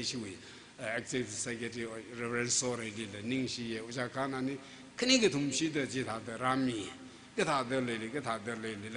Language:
Tangkhul Naga (India)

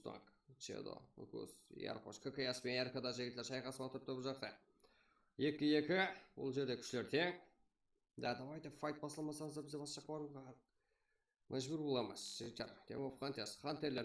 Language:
Kara-Kalpak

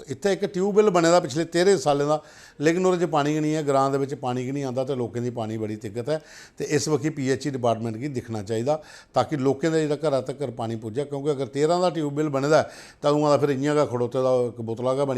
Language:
Dogri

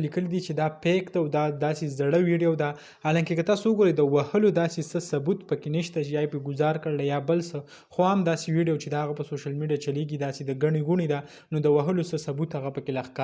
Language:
Pashto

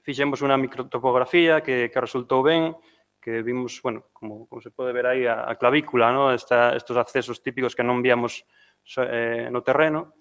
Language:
Galician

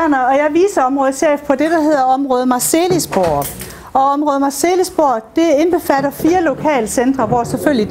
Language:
Danish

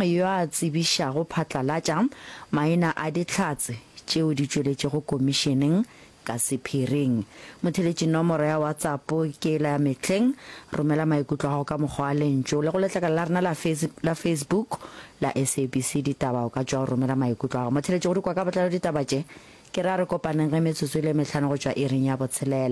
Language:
Northern Sotho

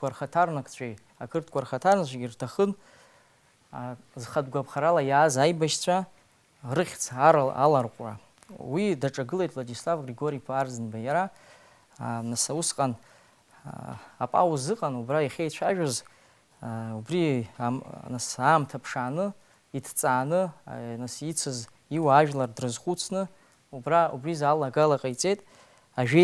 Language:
Abkhazian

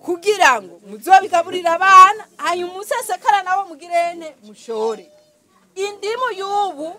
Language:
Rundi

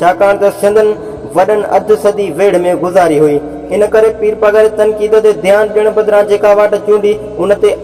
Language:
Sindhi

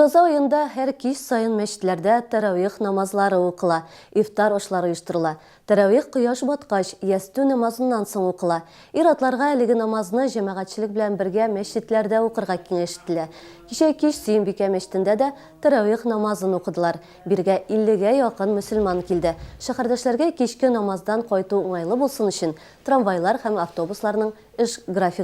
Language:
Tatar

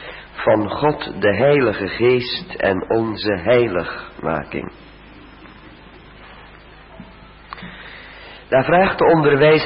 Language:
Dutch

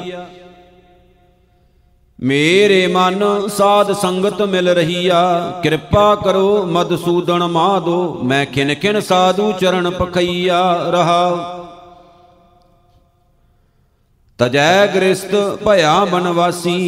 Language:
Punjabi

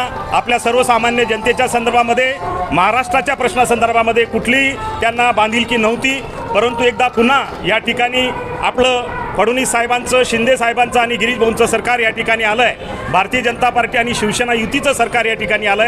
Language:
Marathi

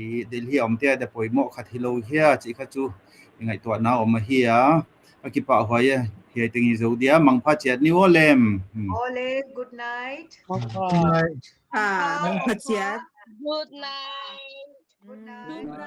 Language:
Paite Chin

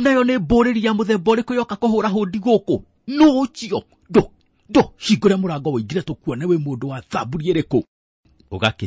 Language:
Kikuyu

